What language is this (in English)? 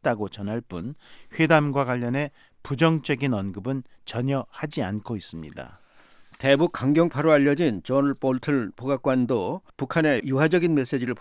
Korean